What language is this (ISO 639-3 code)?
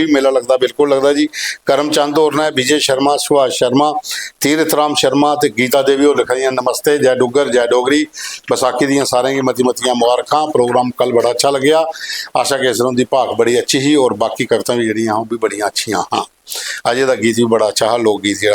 doi